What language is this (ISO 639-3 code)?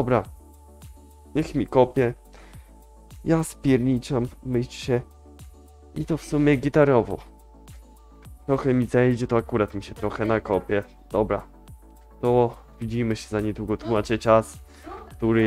pol